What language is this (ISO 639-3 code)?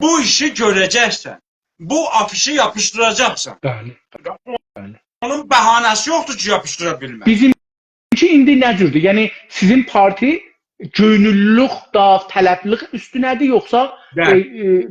azb